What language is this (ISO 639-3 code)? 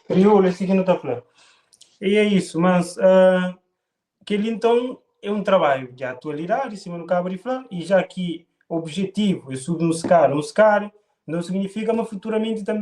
kea